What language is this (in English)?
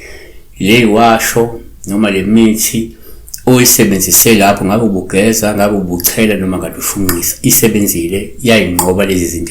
Zulu